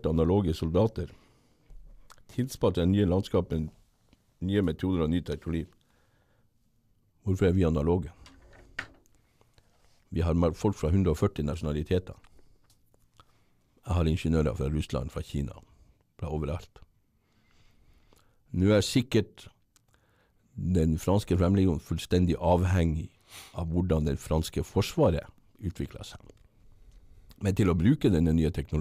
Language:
Norwegian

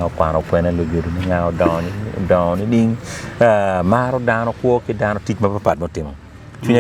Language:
Acoli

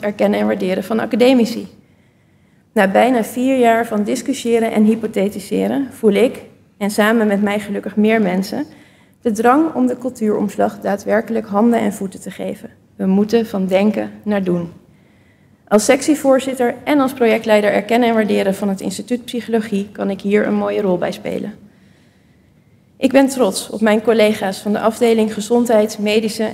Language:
Dutch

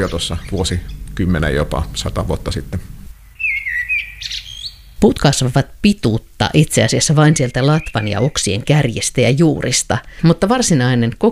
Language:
Finnish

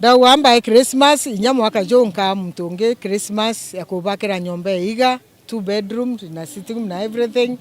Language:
Meru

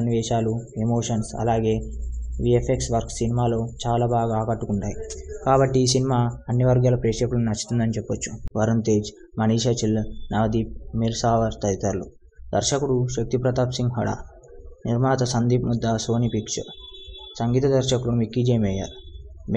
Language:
Telugu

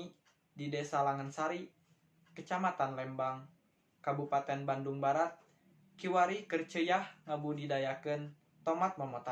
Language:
Sundanese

